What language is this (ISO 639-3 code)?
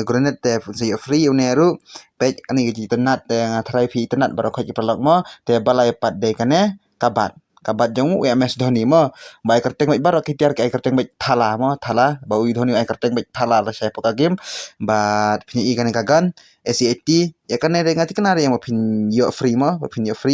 kha